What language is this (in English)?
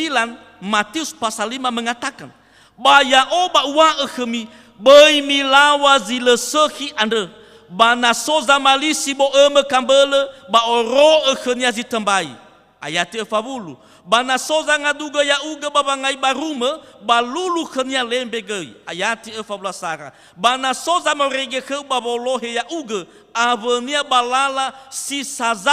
Nias